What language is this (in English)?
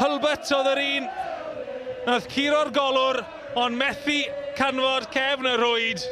Welsh